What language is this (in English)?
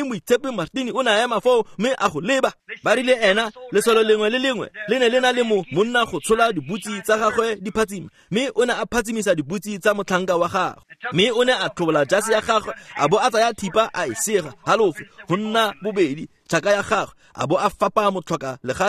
Tswana